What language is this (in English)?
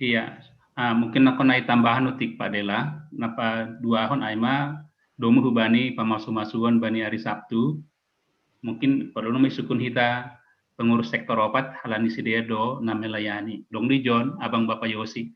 Batak Simalungun